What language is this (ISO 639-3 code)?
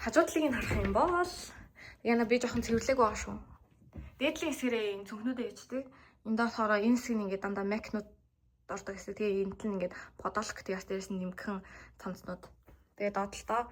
mon